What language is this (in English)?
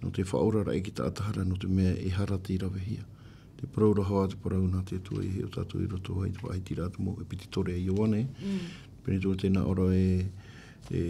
Tahitian